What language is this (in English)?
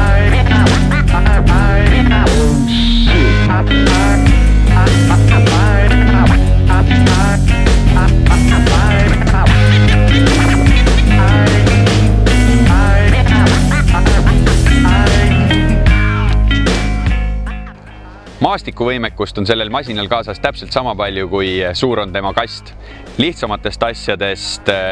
Estonian